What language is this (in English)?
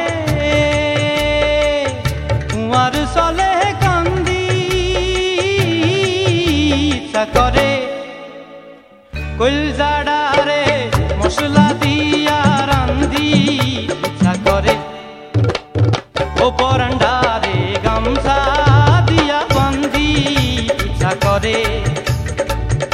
Bangla